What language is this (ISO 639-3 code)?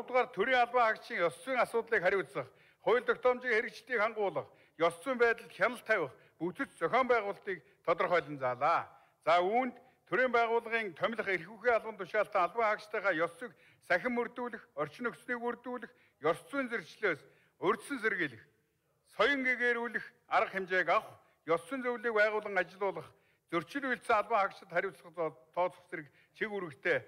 mon